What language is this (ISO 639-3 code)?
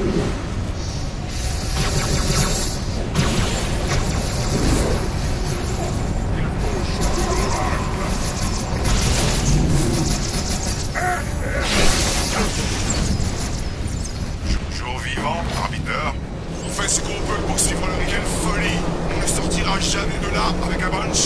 fra